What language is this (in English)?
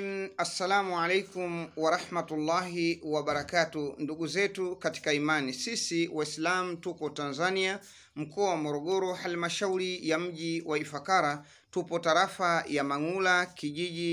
Swahili